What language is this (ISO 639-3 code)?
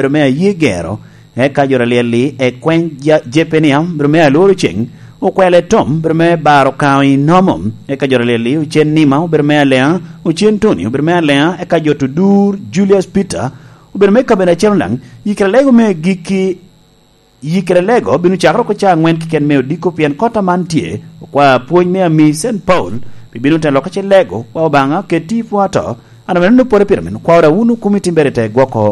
laj